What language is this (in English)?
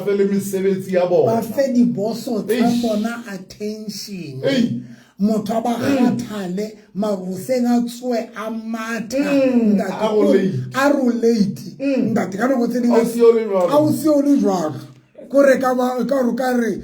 Southern Sotho